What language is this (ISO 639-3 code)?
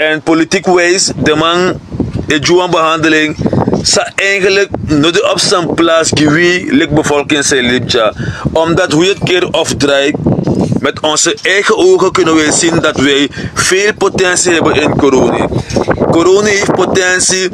srn